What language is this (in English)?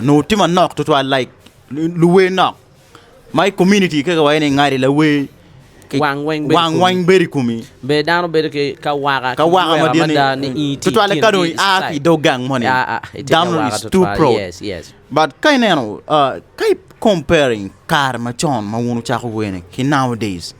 Acoli